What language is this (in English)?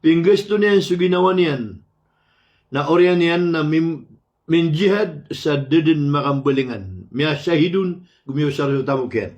Maranao